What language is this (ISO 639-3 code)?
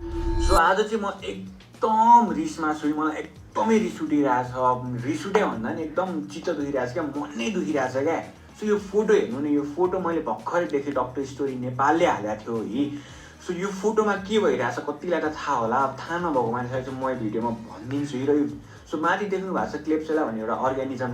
nep